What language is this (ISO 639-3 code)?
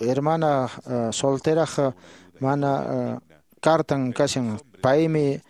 que